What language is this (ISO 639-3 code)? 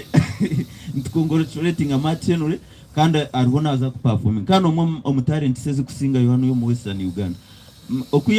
nyn